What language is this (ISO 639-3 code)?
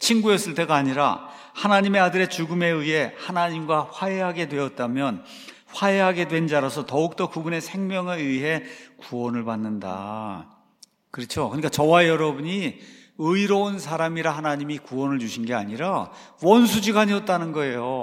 kor